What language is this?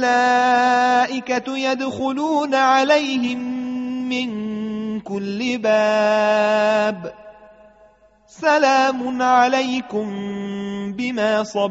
Arabic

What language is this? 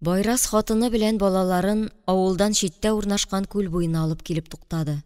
Tatar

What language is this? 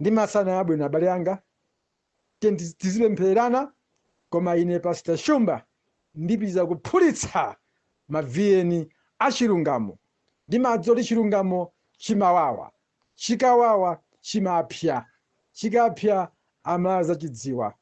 Nyanja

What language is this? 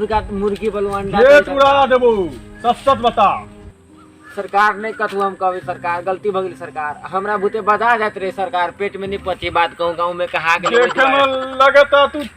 Maithili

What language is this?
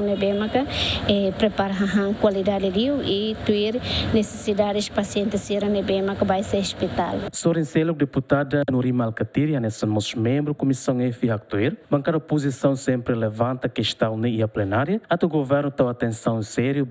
Tetum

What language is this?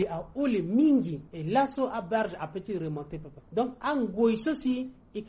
Sango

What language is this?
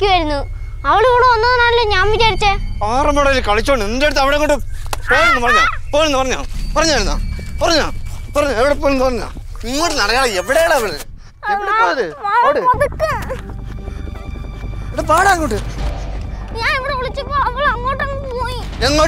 Malayalam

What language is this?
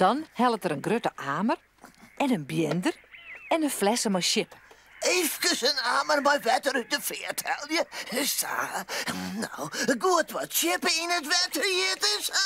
Western Frisian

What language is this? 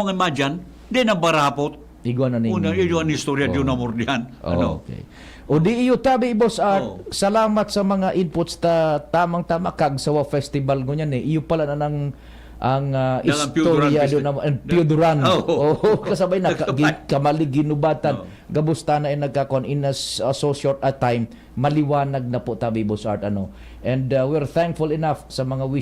Bikol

